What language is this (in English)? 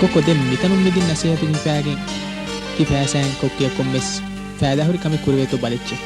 Divehi